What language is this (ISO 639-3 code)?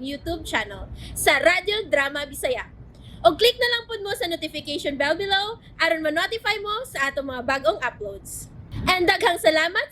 ceb